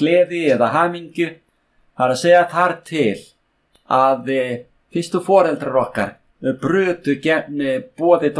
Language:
Icelandic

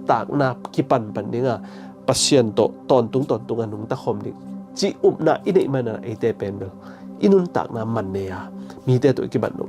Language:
Tedim Chin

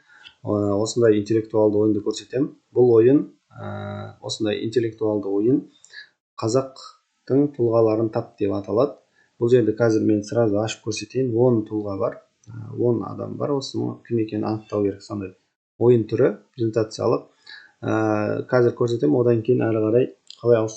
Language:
Kazakh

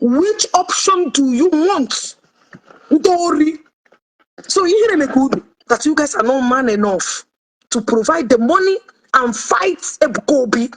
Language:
Igbo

